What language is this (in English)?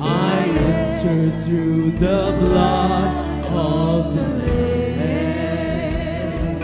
Hiligaynon